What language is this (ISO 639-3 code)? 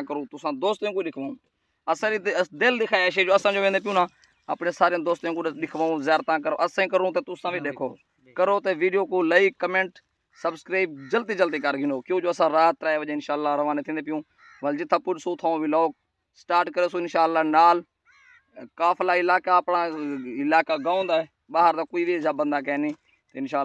skr